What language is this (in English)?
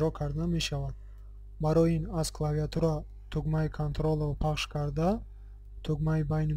Tajik